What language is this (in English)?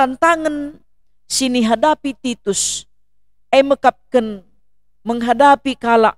Batak Karo